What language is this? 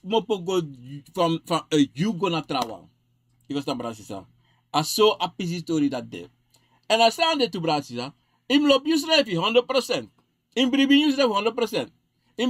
Sranan Tongo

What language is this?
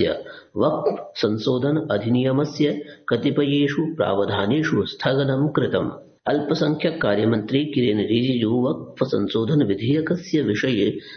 Sanskrit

